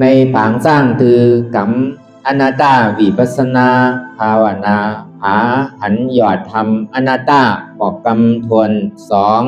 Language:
Shan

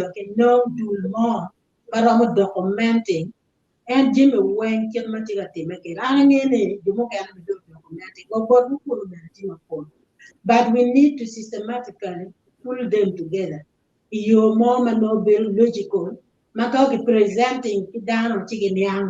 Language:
Acoli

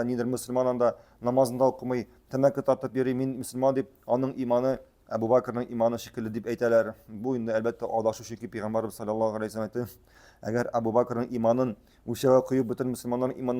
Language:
Tatar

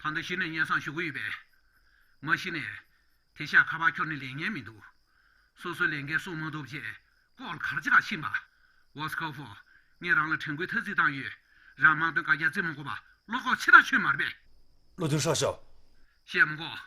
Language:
Tibetan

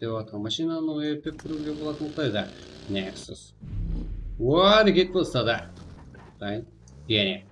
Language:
Kara-Kalpak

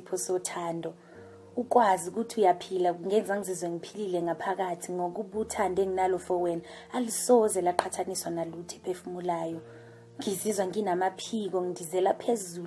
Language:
Zulu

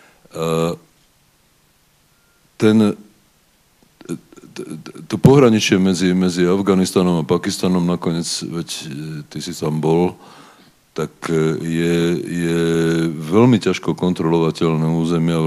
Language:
Slovak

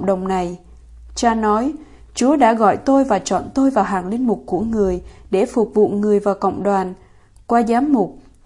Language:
Vietnamese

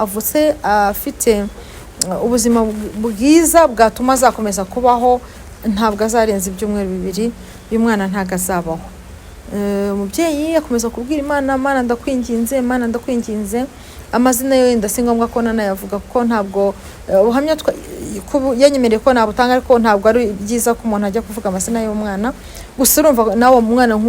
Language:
Kinyarwanda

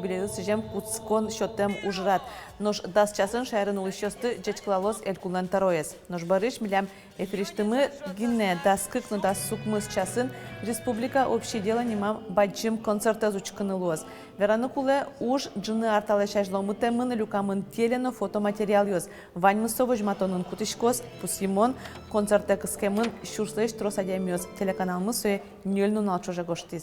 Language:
Udmurt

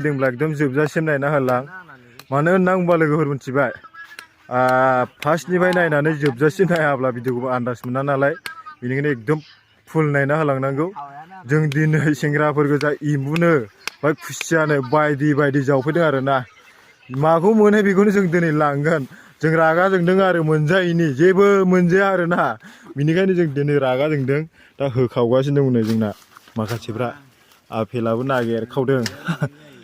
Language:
Bodo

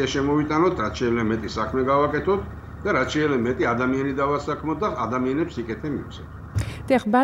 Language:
Georgian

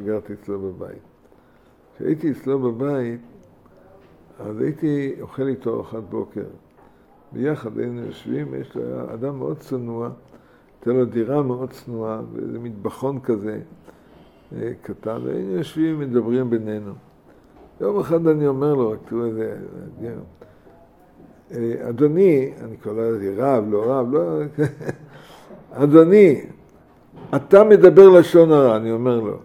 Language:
Hebrew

